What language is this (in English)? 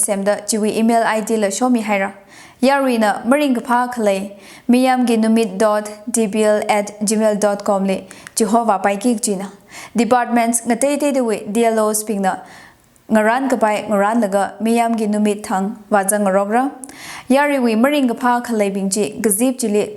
Tangkhul Naga (India)